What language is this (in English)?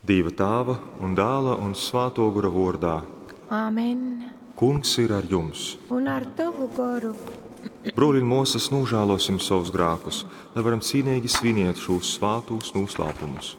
Latgalian